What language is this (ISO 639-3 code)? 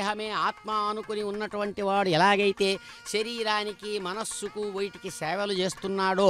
tel